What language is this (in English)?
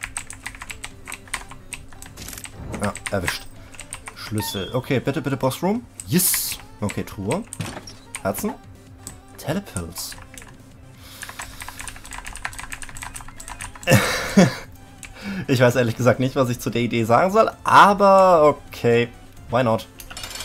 German